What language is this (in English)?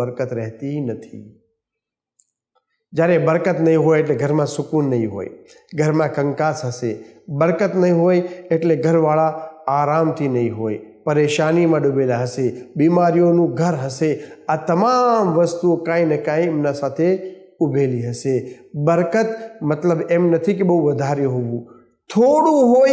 Gujarati